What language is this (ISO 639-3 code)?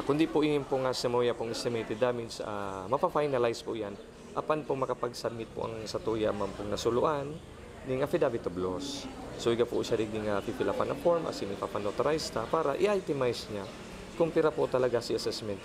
bik